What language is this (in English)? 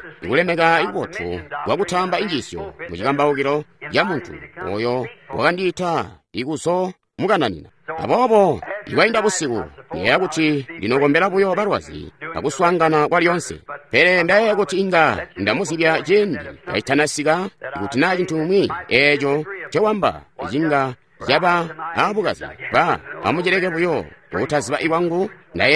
Tonga (Zambia)